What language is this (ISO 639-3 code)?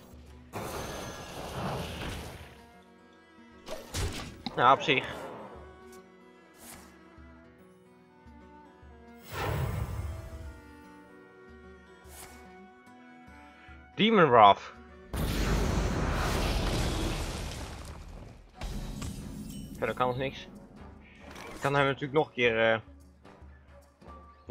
nld